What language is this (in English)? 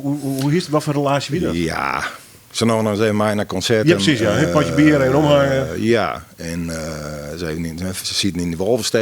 Western Frisian